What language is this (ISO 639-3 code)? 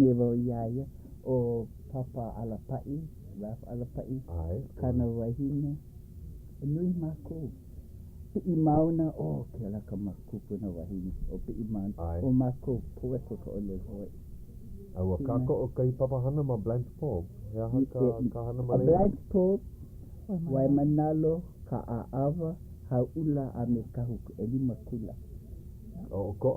haw